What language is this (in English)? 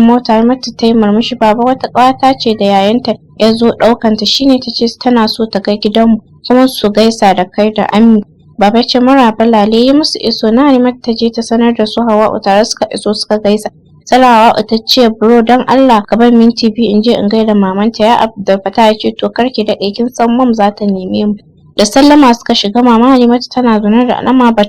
Hausa